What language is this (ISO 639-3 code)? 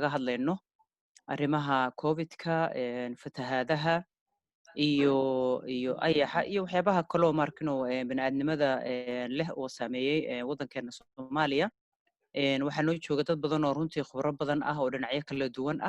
som